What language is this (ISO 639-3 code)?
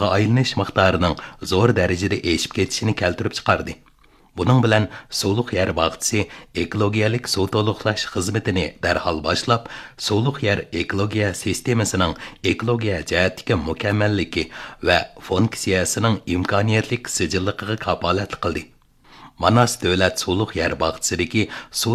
uig